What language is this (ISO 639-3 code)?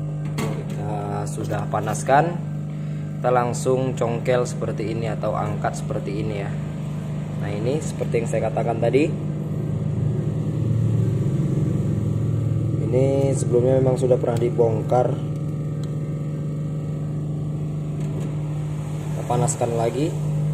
ind